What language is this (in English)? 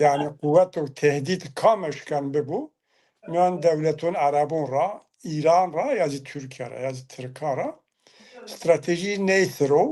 Zaza